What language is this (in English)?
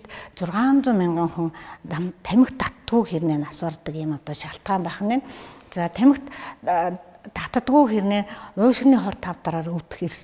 Mongolian